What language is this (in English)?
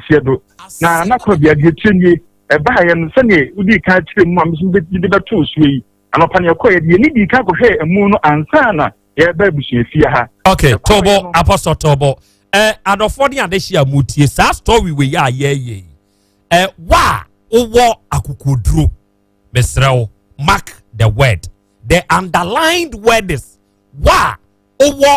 Akan